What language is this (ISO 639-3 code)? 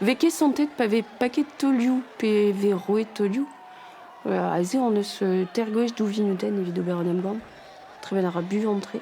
bre